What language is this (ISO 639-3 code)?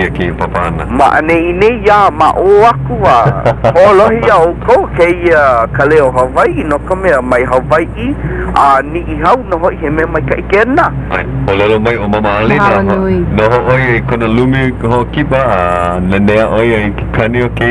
haw